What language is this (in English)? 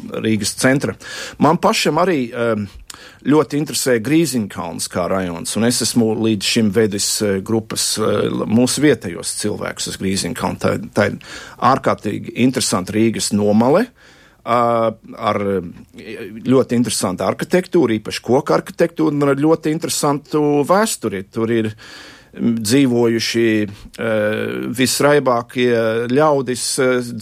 Latvian